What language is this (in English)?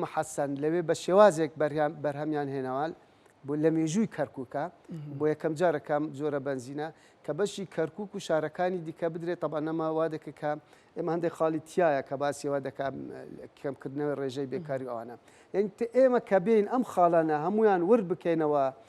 Central Kurdish